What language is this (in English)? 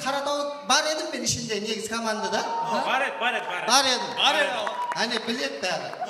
Kara-Kalpak